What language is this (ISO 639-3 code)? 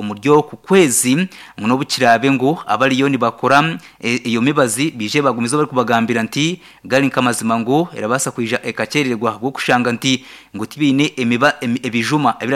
nyn